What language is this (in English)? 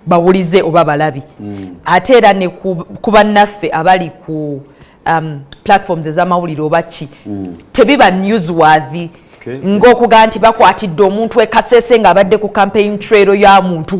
Ganda